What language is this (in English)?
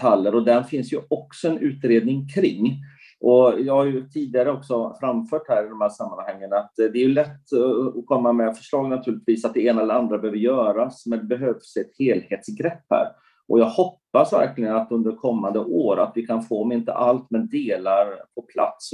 Swedish